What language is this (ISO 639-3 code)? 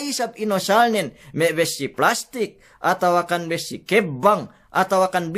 yka